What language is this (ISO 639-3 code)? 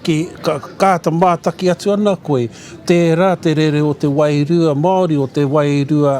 mri